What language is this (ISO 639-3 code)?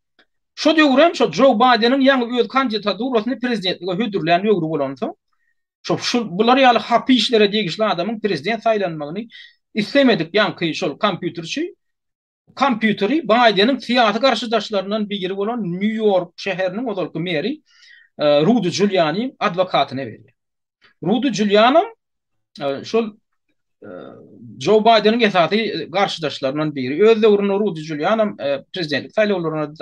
tuk